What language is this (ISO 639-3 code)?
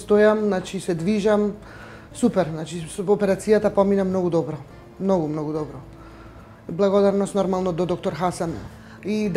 mkd